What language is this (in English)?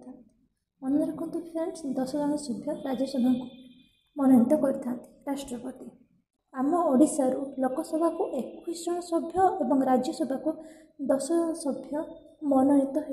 Odia